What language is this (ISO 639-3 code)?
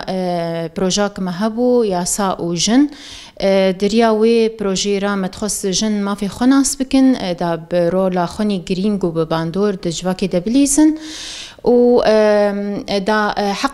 kur